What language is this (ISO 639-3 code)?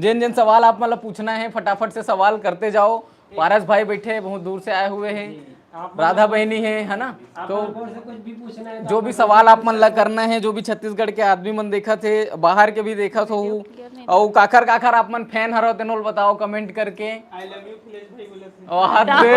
hne